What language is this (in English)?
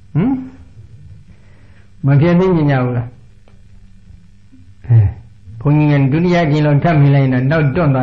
Burmese